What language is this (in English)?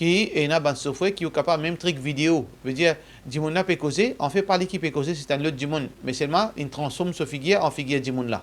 Morisyen